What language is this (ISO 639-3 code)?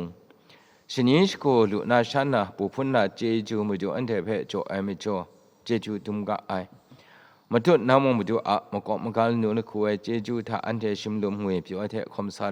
kac